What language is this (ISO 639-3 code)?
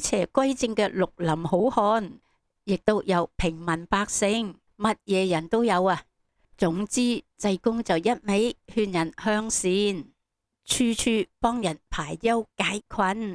yue